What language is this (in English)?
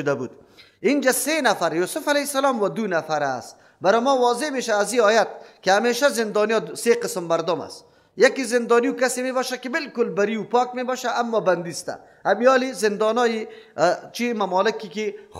Persian